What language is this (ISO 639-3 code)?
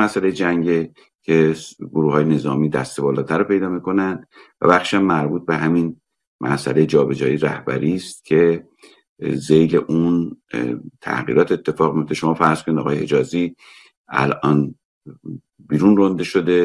fas